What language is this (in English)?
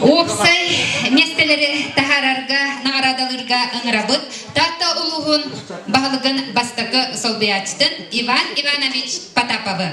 Yakut